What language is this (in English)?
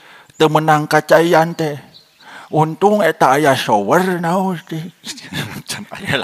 Sundanese